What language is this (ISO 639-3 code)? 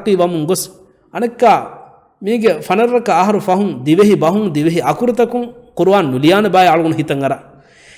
div